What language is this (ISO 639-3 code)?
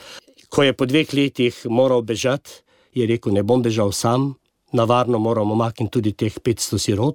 slv